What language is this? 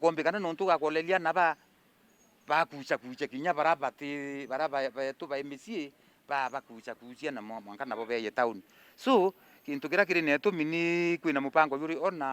Meru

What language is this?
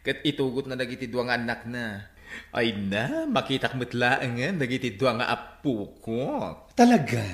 Iloko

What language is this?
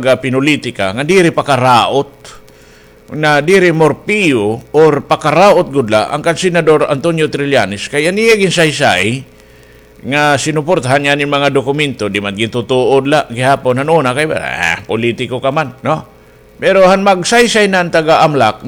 Waray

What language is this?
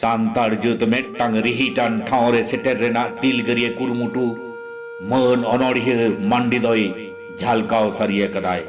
Santali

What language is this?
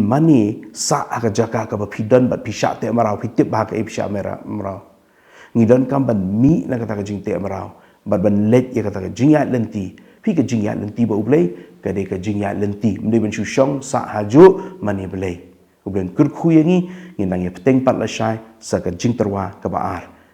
Khasi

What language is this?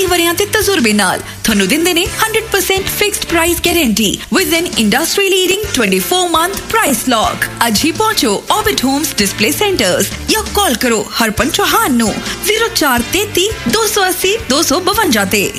Punjabi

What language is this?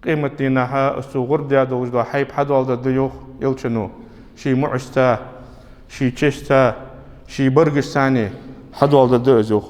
Ingush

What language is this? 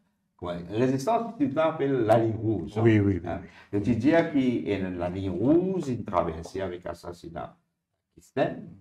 Morisyen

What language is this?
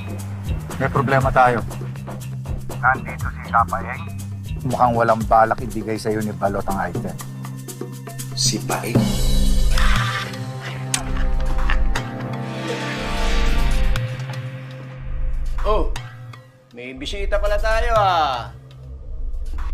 Filipino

